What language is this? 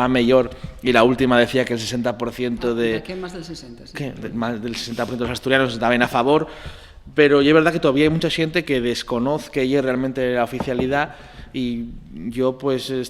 Asturian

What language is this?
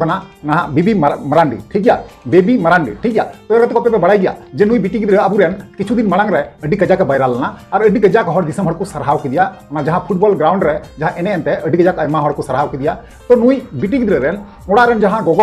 Santali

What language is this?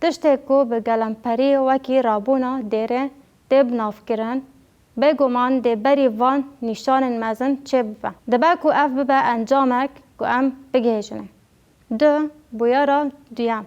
Kurdish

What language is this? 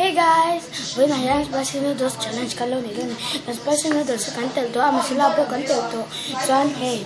Mizo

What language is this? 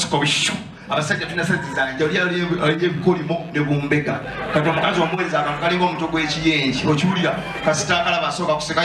Ganda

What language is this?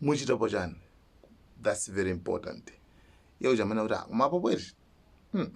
Nyanja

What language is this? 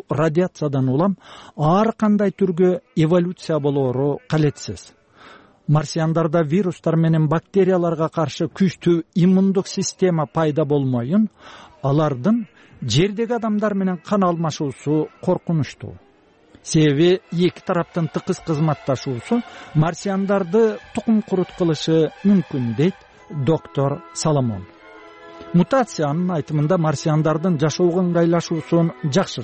Kyrgyz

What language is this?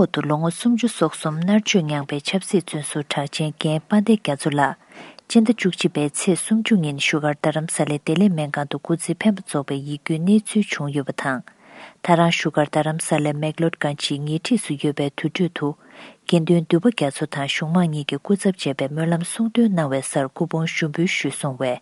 Tibetan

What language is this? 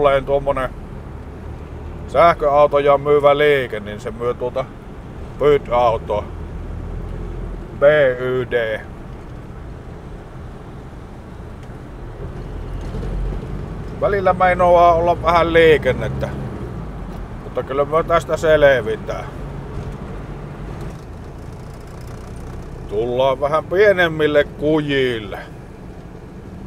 Finnish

